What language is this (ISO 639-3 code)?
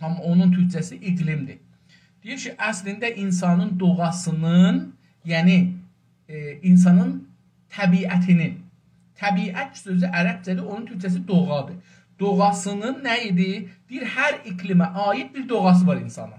azb